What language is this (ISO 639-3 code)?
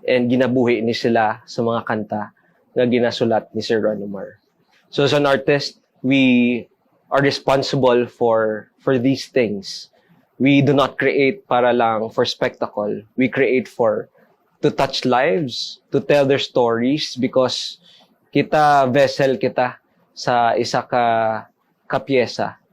hil